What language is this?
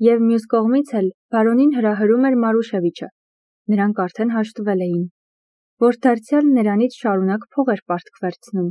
Armenian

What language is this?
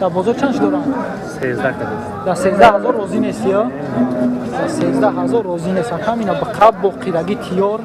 Tajik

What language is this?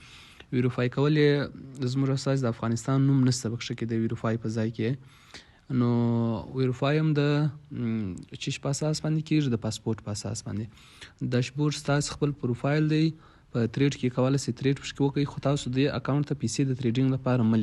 Pashto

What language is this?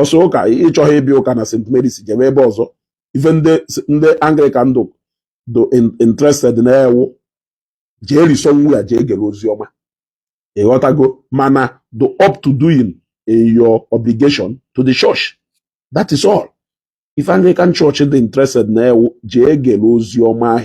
Igbo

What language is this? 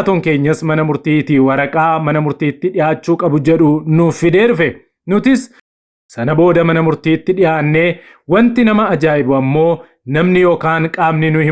Oromo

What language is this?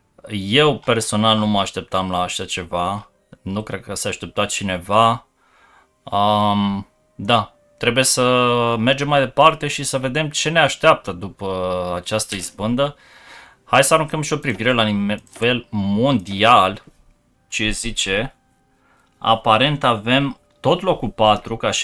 Romanian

